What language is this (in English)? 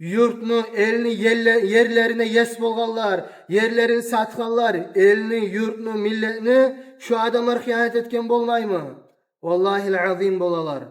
Kumyk